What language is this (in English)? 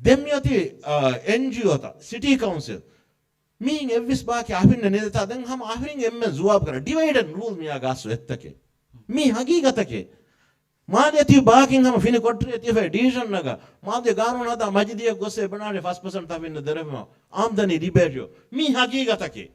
Divehi